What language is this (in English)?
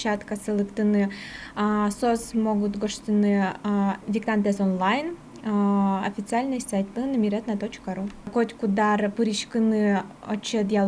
Udmurt